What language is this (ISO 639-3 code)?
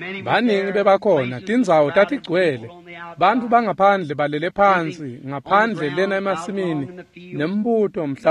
ssw